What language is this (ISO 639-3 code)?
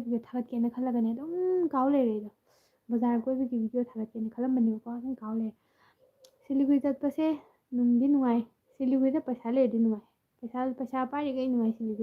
mni